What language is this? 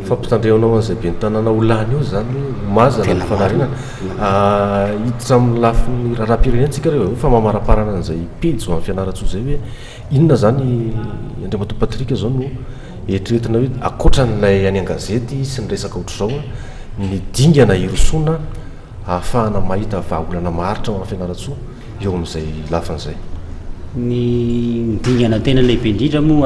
Malagasy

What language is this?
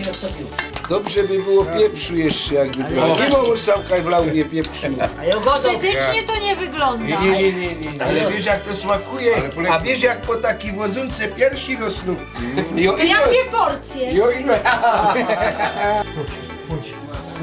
Silesian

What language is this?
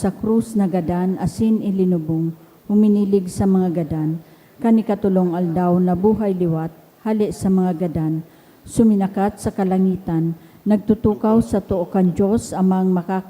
Bikol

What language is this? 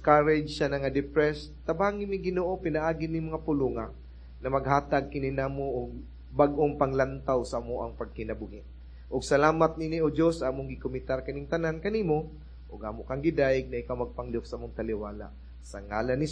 Cebuano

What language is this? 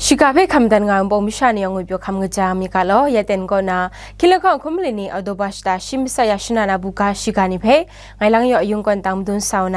Kachin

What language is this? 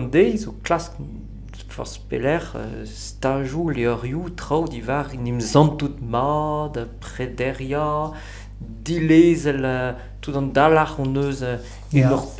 Breton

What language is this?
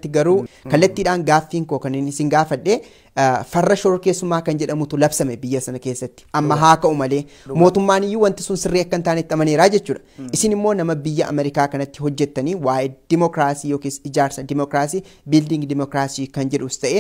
Oromo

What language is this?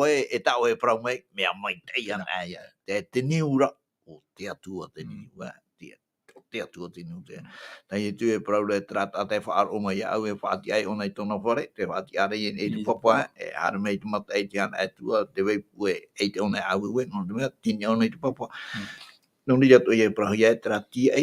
Tahitian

